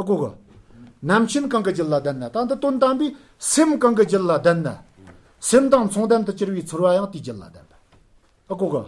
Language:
Tibetan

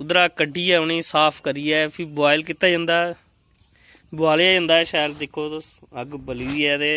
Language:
Dogri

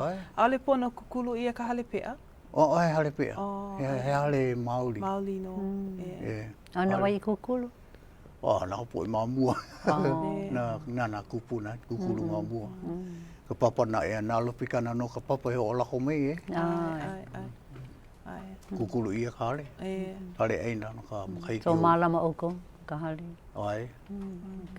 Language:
Hawaiian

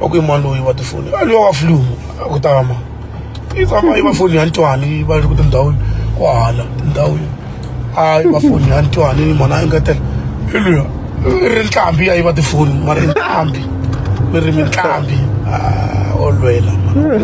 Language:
Tsonga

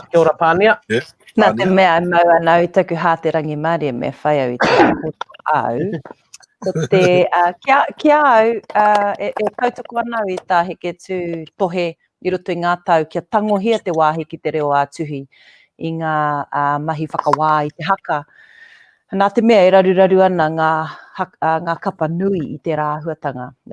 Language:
Māori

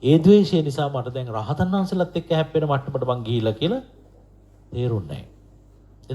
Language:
Sinhala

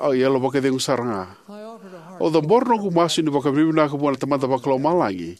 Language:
Fijian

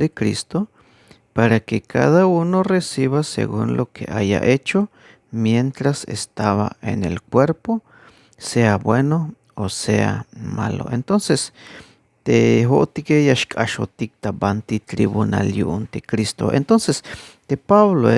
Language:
Tzeltal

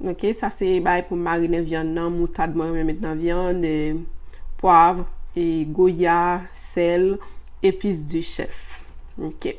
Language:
Haitian Creole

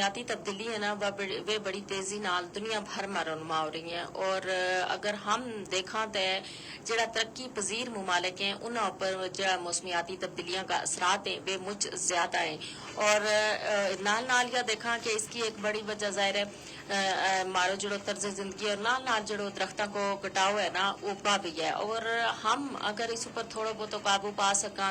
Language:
Gujari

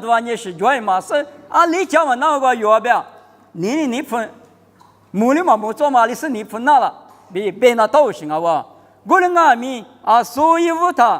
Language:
Lisu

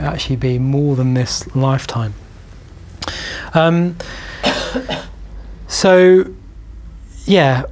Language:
English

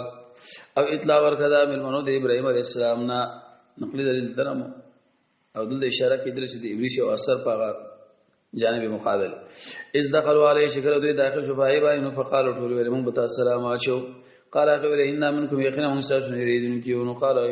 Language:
Pashto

